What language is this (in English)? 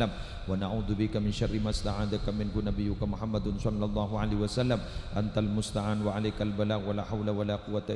Madurese